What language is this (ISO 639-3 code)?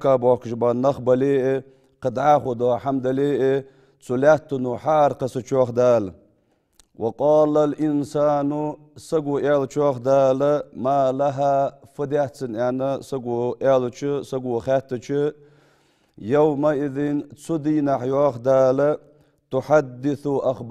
inh